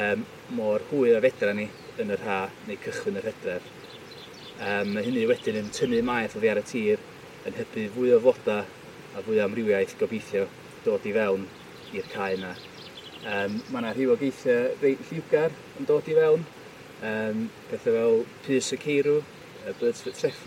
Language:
Welsh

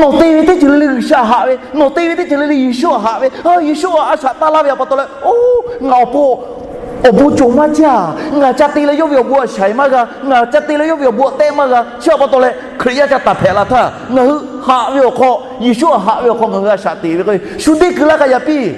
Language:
Lahu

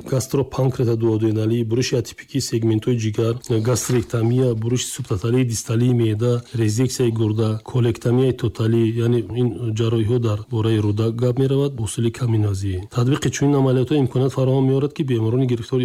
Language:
Tajik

